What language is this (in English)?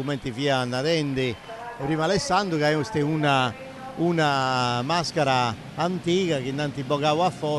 Sardinian